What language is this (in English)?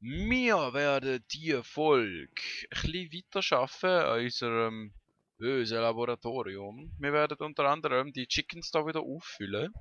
Swiss German